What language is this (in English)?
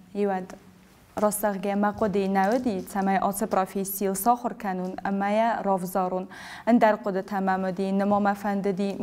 Ossetic